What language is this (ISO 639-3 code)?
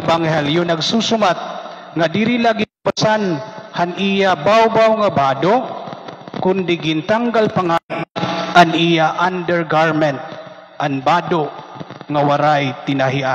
war